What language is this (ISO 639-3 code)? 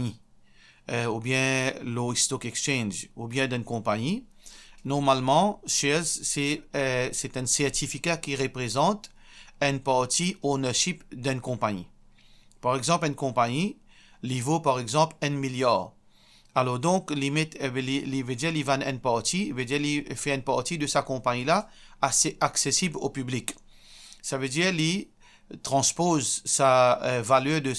mfe